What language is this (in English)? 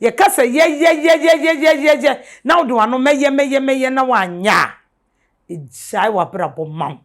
Akan